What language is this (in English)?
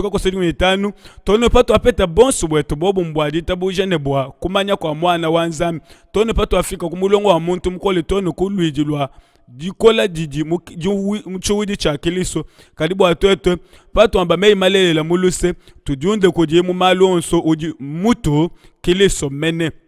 Luba-Lulua